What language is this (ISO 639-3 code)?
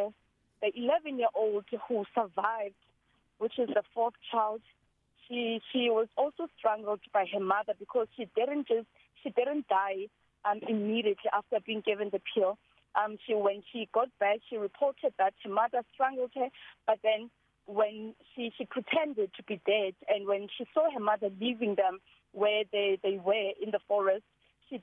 eng